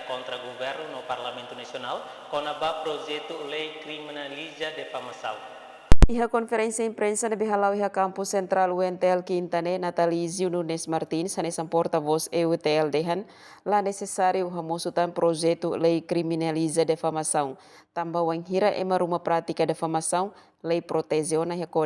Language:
Tetum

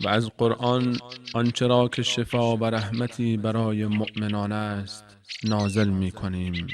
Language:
Persian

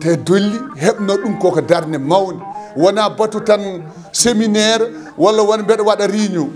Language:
Fula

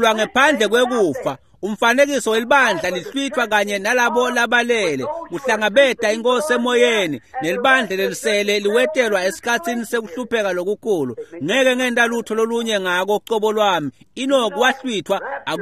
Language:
Swati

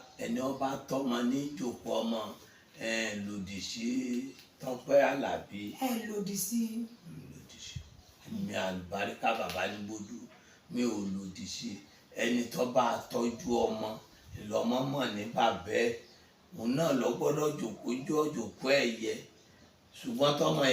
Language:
Yoruba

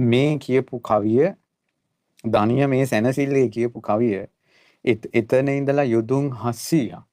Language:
Sinhala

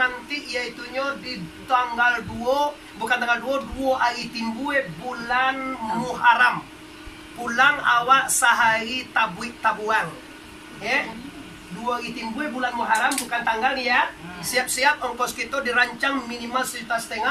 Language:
Minangkabau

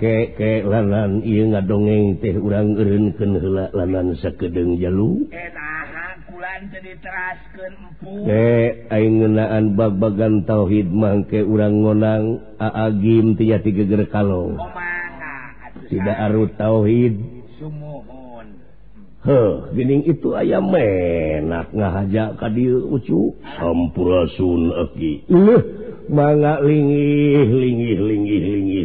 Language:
Sundanese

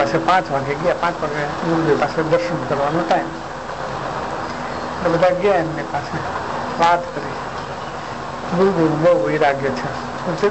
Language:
Gujarati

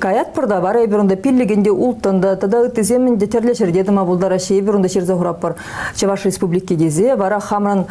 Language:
Chuvash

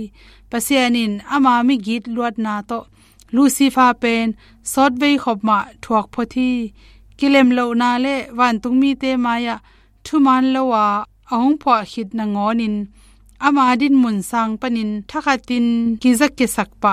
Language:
Tedim Chin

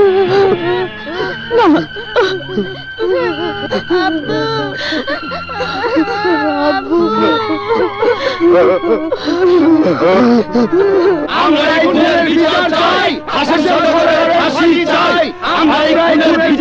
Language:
Bangla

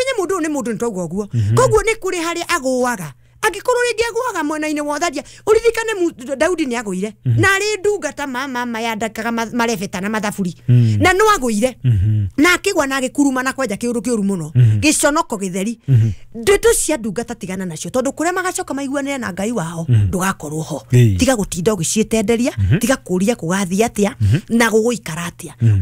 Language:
Kikuyu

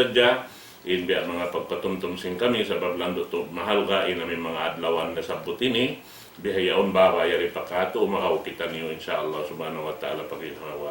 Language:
Tausug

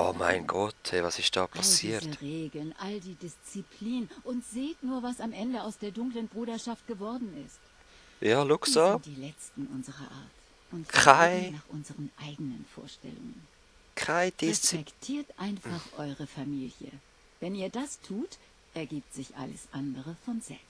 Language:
Swiss German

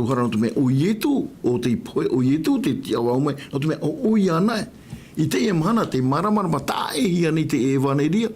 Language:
Tahitian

